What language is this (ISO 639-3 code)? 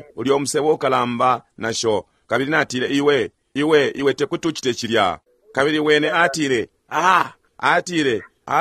bem